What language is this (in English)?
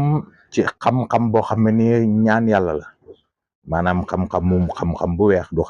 Wolof